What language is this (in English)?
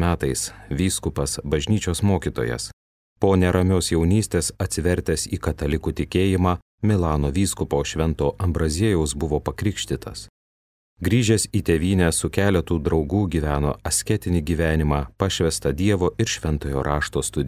Lithuanian